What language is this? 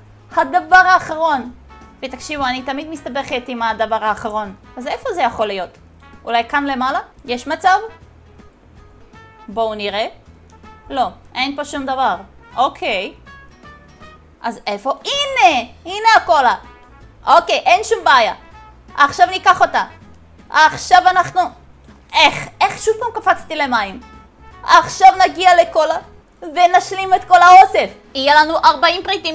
Hebrew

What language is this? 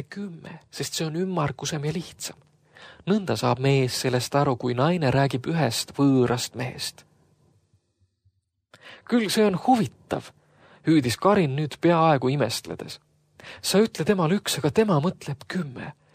Estonian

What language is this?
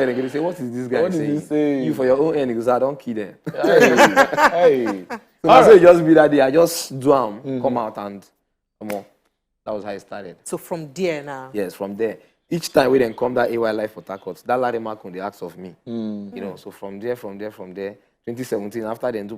Nigerian Pidgin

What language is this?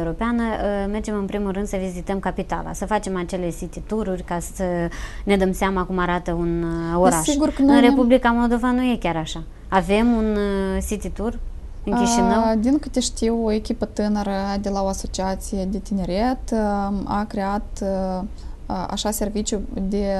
Romanian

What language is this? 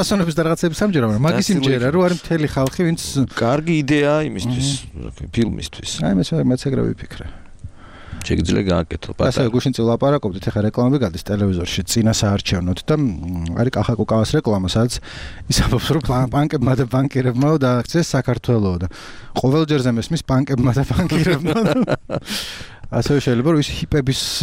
Georgian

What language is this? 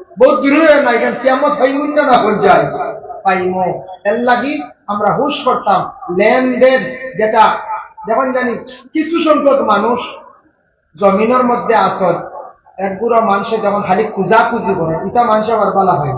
Sylheti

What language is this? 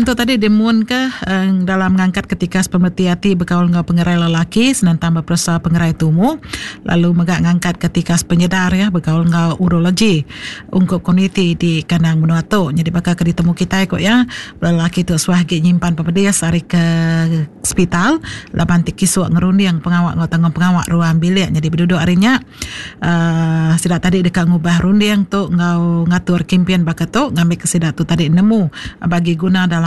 Iban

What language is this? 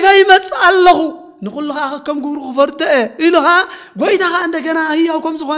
Tigrinya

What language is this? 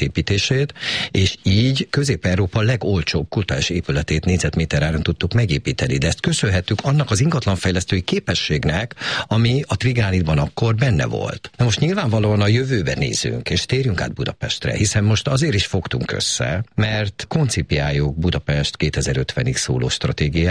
Hungarian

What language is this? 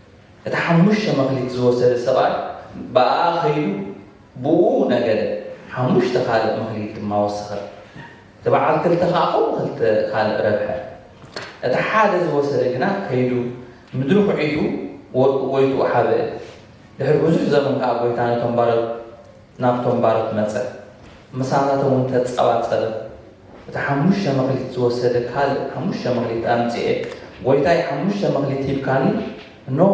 Tigrinya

